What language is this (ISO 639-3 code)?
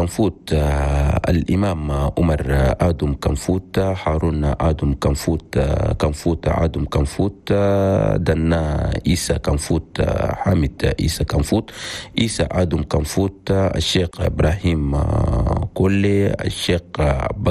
shu